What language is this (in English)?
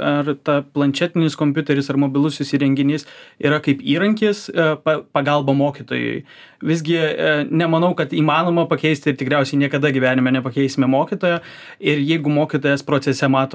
Lithuanian